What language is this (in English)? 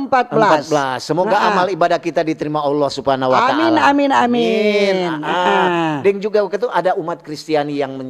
Manado Malay